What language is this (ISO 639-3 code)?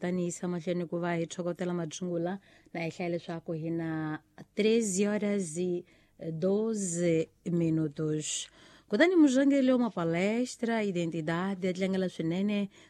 tso